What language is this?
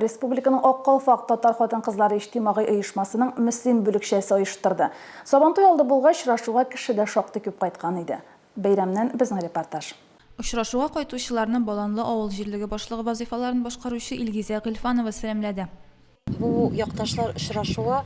Tatar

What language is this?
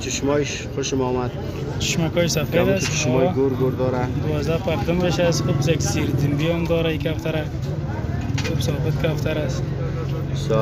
Persian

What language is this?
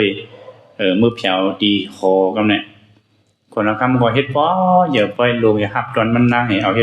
Shan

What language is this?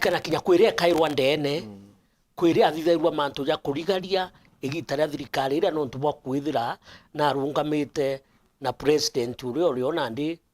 Meru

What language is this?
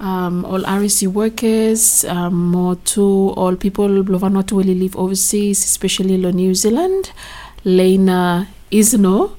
Bislama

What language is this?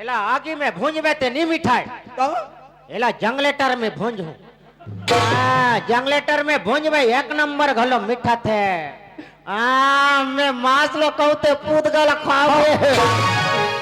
Chhattisgarhi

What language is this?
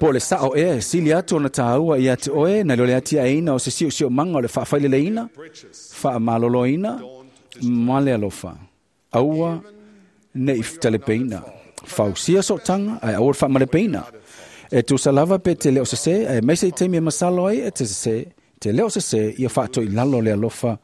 Samoan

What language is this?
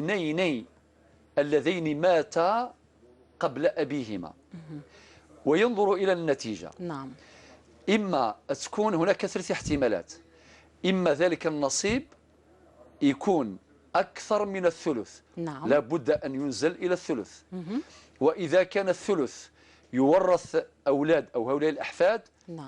Kabyle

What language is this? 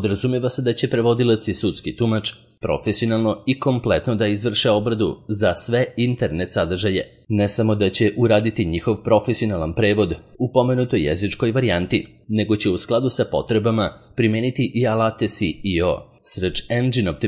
Serbian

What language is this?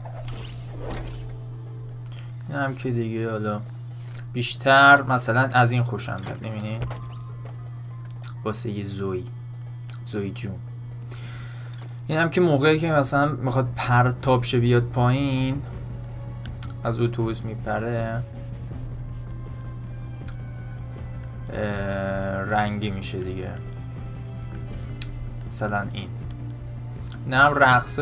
Persian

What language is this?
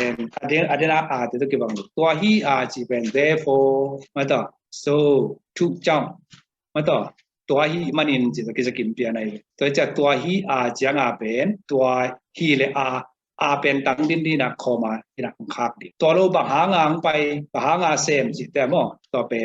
Tedim Chin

